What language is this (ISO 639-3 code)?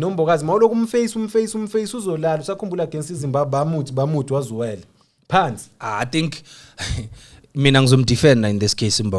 zul